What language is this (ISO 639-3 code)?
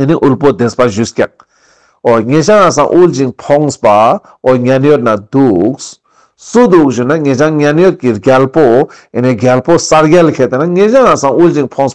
lbj